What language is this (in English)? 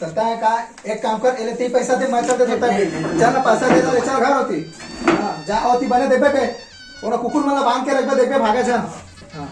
Chhattisgarhi